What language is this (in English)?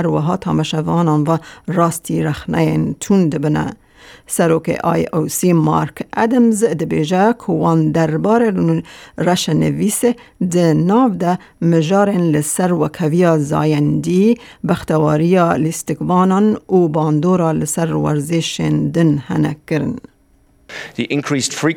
Kurdish